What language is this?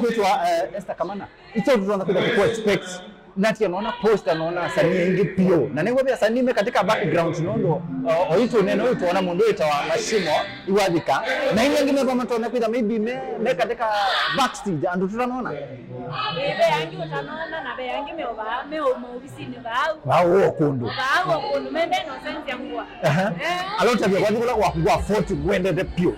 Kamba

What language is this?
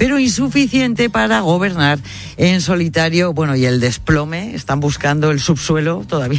Spanish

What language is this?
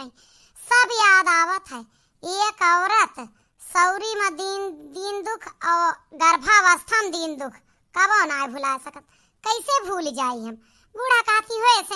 Awadhi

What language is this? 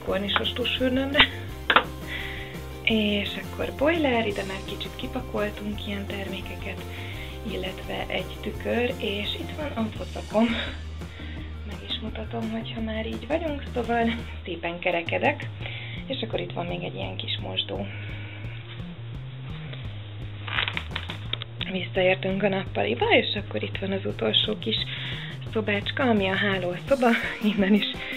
Hungarian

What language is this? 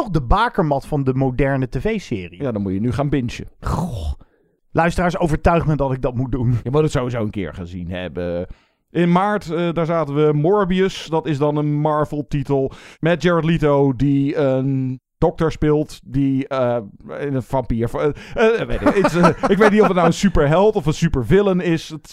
Dutch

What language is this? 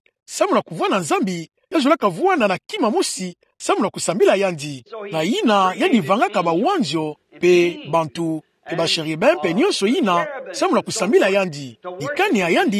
Kituba (Democratic Republic of Congo)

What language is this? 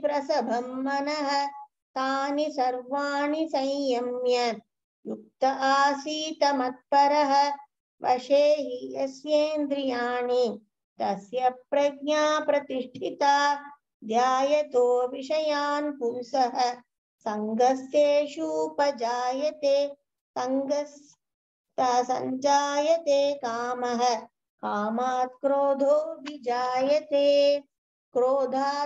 Sanskrit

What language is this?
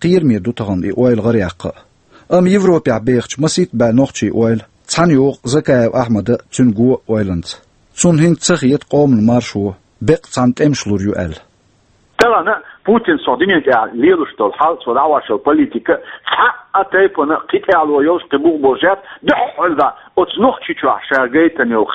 Chechen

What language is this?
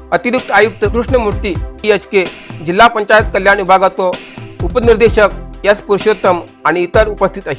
Konkani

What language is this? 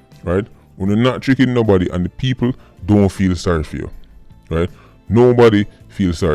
Jamaican Creole English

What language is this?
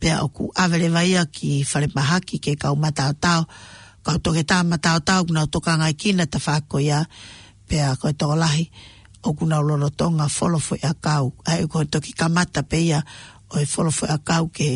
Tongan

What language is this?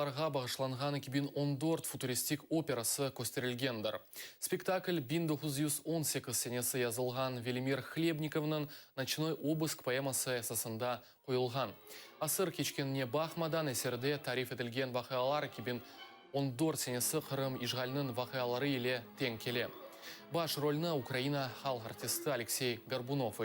Crimean Tatar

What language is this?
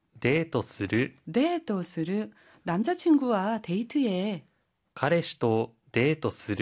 Korean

